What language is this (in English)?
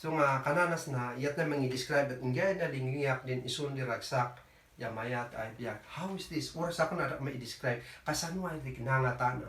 Kankanaey